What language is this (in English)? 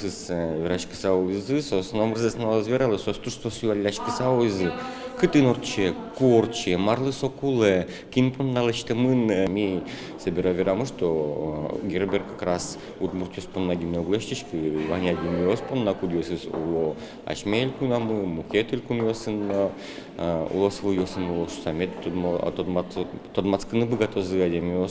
Udmurt